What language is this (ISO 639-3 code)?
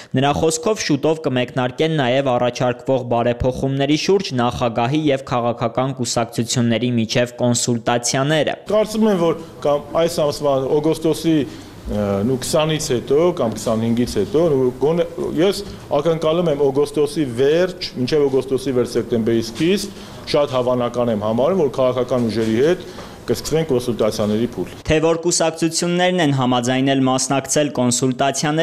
hye